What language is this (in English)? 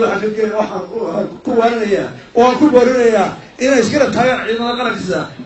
Somali